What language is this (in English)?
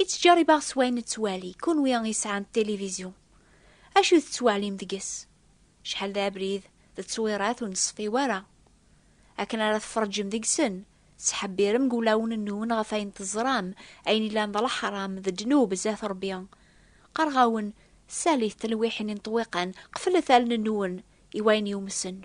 Kabyle